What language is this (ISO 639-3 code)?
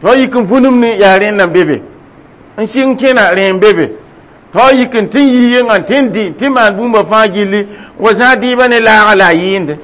mos